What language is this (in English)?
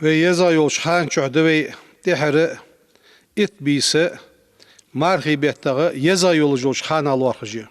Ingush